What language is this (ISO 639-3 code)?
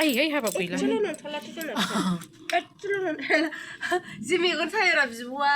brx